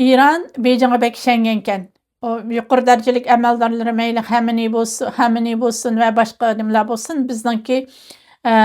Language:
Uyghur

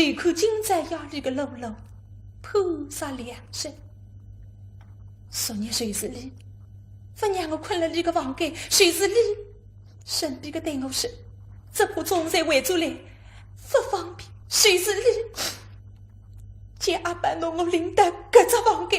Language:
Wu Chinese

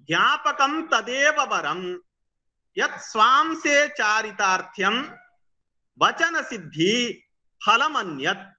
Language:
Sanskrit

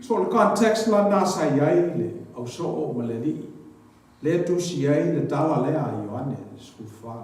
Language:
Samoan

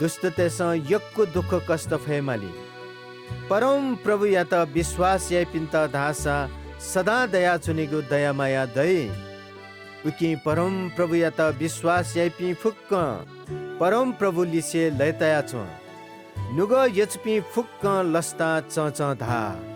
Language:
Newari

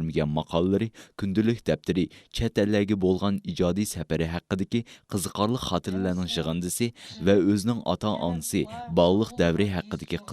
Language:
Uyghur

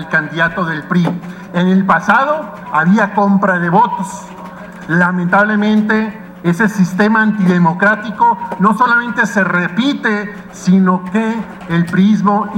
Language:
Spanish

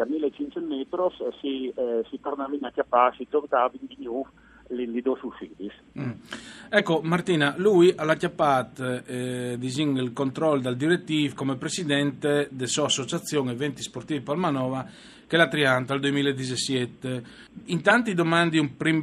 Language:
Friulian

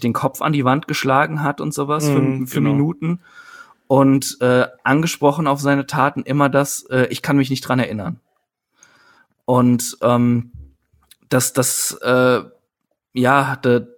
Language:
German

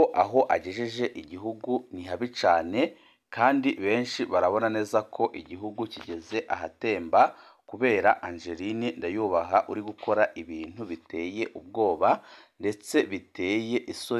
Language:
Rundi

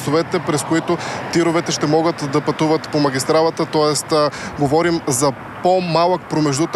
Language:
Bulgarian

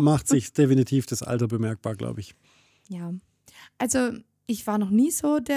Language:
German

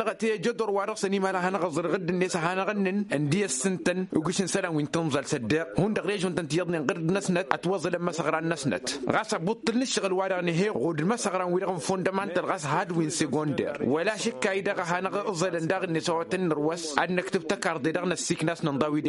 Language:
Tamasheq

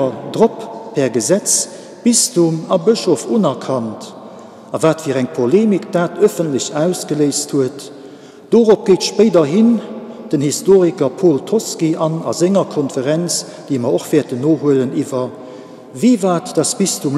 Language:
Luxembourgish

